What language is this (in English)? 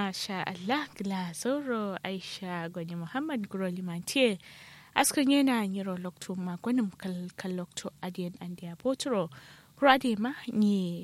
Kanuri